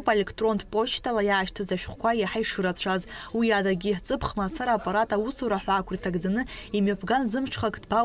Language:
Abkhazian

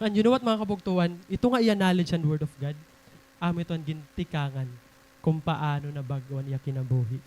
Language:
Waray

